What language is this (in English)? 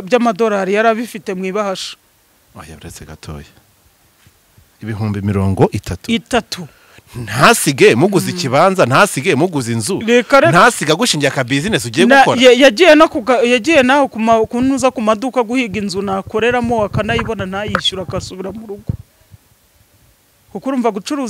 Kinyarwanda